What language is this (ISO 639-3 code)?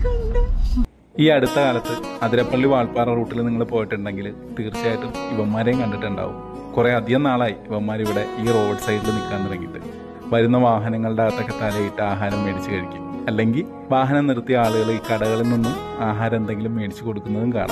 mal